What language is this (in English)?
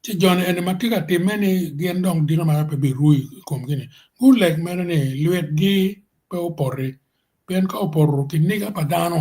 Acoli